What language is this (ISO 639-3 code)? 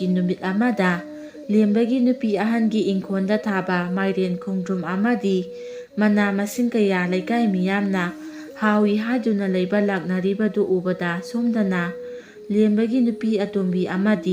mni